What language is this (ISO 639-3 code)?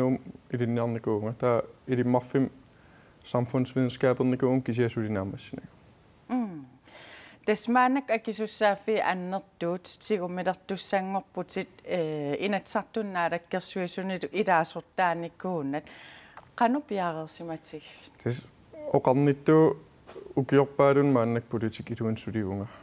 kal